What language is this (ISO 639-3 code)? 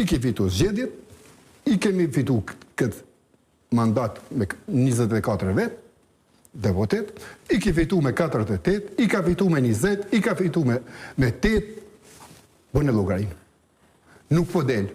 sqi